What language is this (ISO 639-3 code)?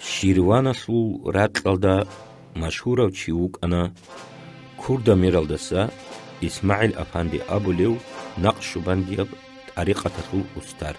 ava